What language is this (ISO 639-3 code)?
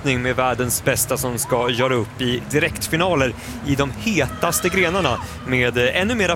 swe